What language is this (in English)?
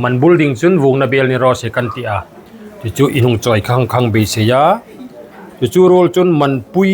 Hmar